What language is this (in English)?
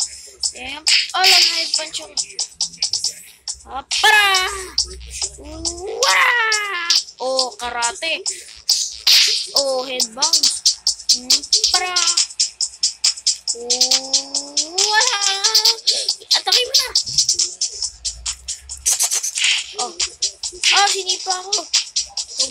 Filipino